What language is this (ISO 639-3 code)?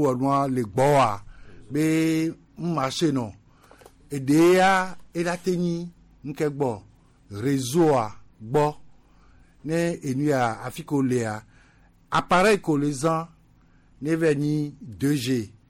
gej